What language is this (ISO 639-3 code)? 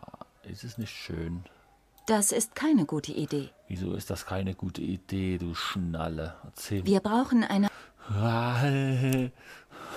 deu